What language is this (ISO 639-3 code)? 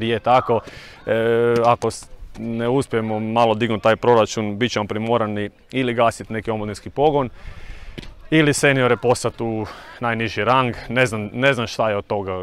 hrv